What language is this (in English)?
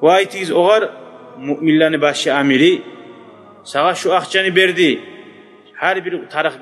Kumyk